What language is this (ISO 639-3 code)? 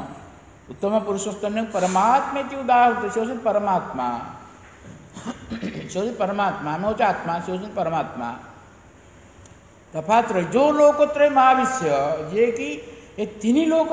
ori